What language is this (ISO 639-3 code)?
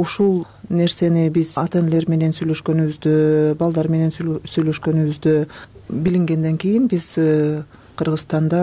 kir